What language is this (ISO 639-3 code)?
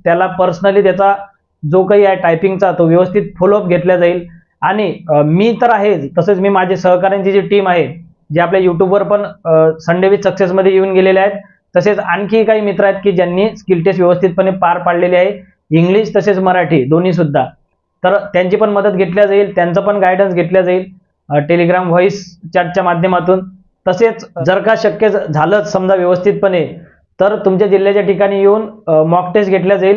mar